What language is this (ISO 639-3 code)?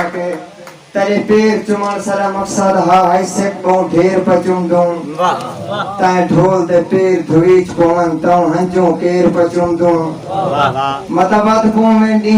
skr